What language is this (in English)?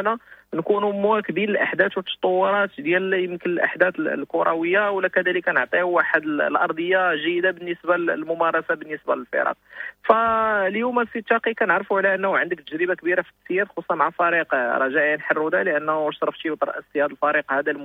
Moroccan Arabic